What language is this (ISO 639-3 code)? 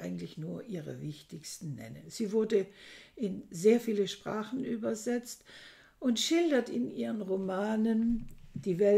deu